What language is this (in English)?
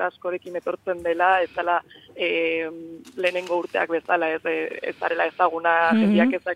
Basque